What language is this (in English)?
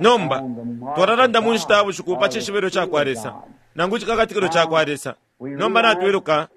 Bemba